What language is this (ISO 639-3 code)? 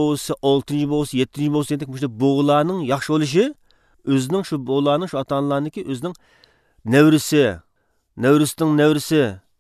uig